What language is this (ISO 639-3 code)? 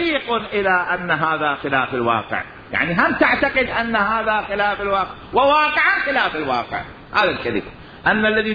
acm